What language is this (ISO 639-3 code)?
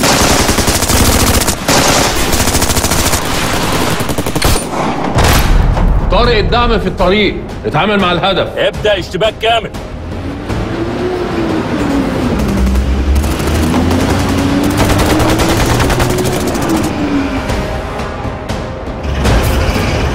arz